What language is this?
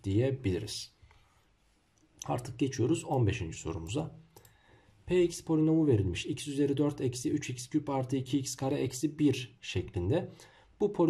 Turkish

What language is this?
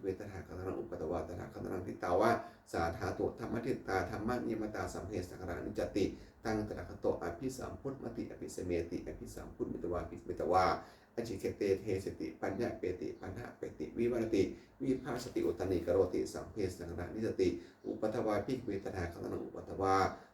Pali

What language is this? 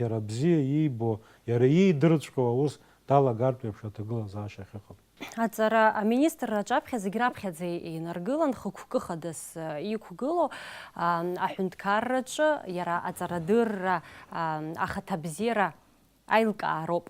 Abkhazian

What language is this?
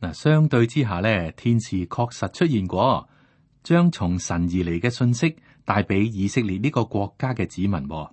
Cantonese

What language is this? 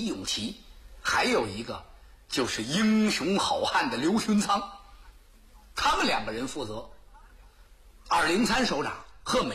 Chinese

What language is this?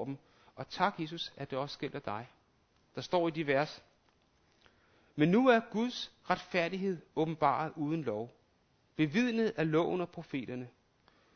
Danish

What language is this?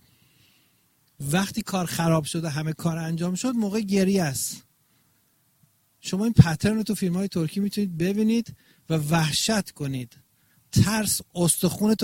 Persian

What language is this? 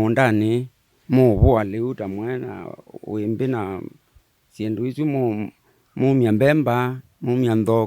Kamba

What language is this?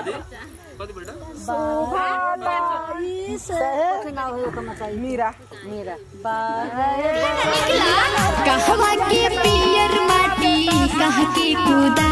Bhojpuri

